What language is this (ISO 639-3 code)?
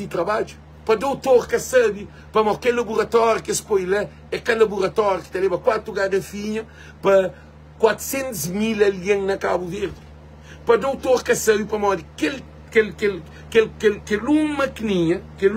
kea